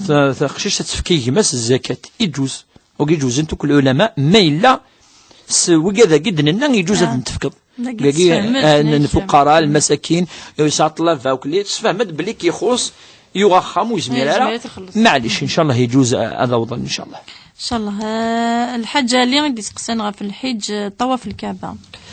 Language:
Kabyle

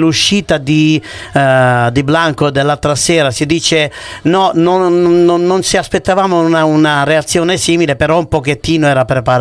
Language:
Italian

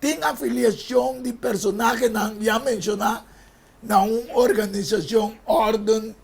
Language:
Papiamento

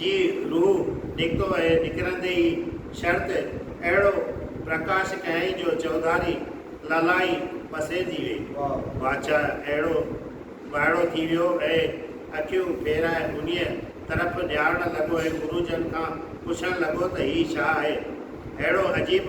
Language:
Sindhi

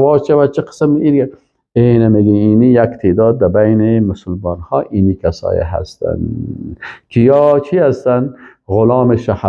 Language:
Persian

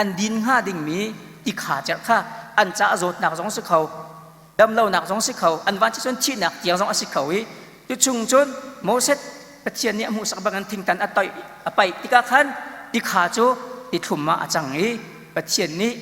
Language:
Hakha Chin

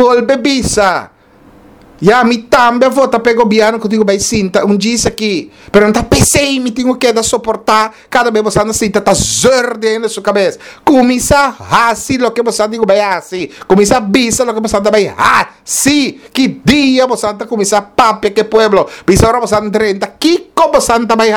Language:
Papiamento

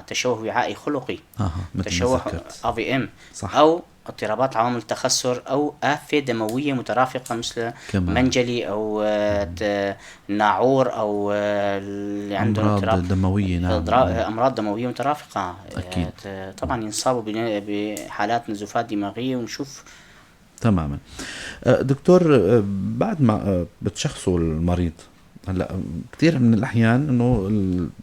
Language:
North Levantine Arabic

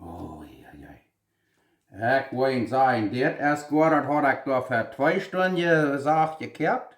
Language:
Plautdietsch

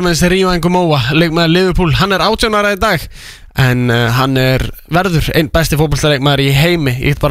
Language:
Icelandic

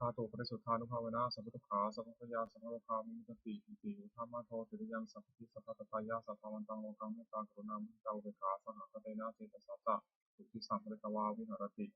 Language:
Pali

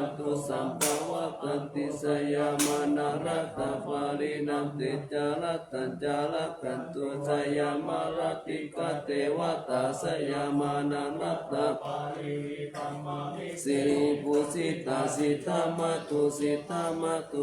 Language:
Pali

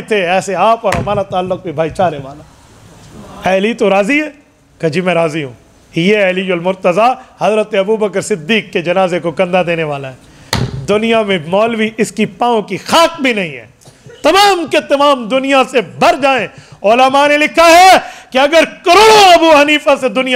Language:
Urdu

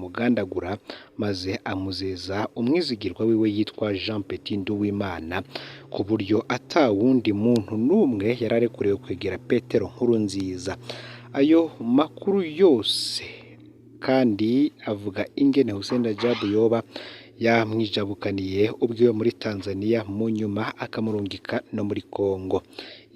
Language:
Rundi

